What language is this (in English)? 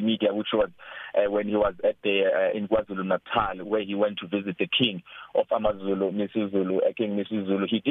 English